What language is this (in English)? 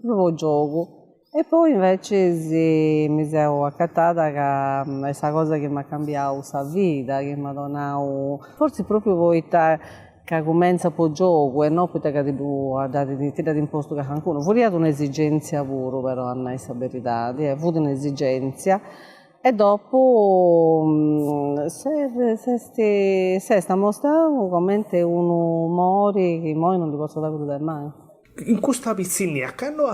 Sardinian